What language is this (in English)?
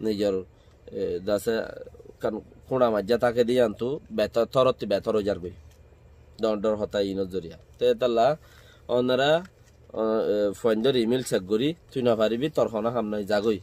Rohingya